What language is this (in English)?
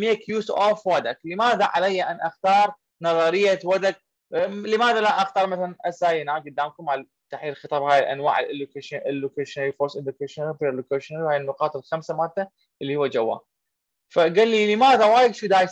Mesopotamian Arabic